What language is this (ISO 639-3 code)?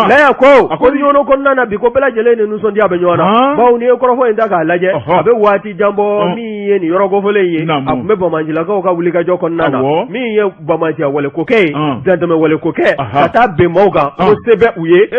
bam